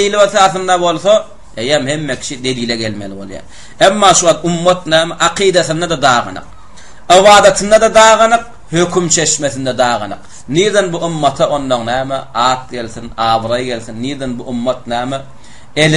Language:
Turkmen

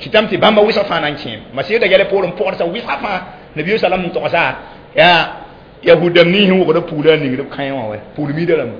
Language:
Mossi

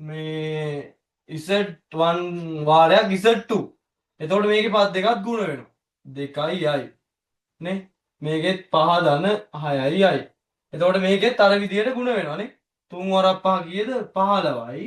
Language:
Sinhala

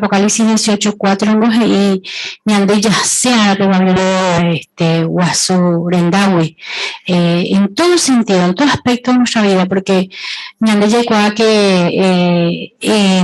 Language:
Guarani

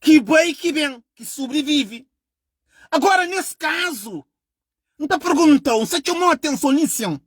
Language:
Kabuverdianu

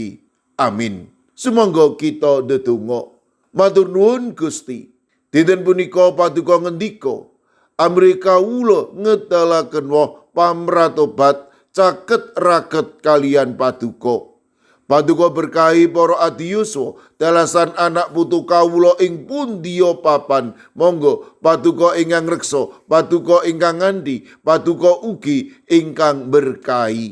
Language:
Javanese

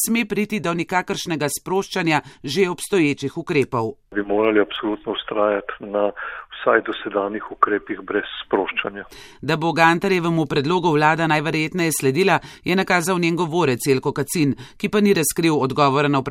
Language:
Slovenian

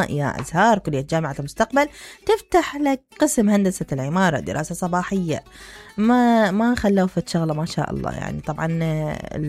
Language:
Mesopotamian Arabic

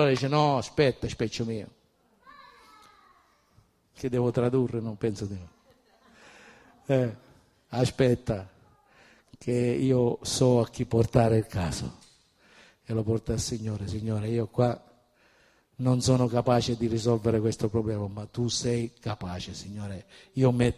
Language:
Italian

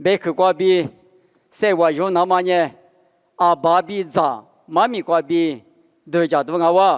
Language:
Lisu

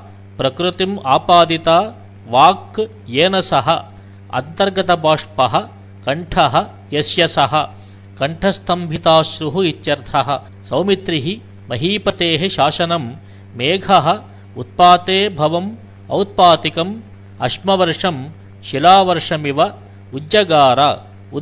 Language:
Sanskrit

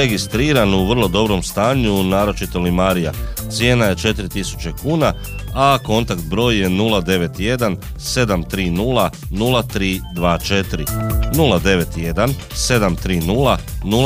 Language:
Croatian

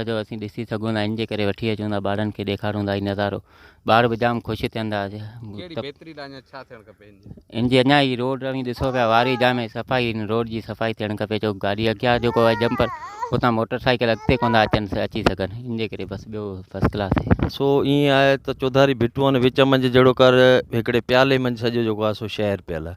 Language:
Sindhi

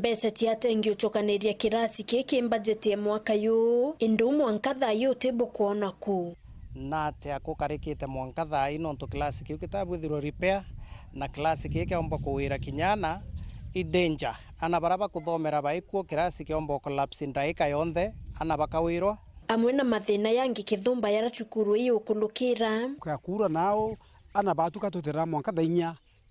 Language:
Meru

